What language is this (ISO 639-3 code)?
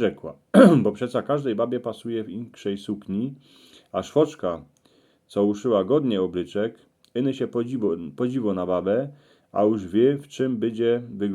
szl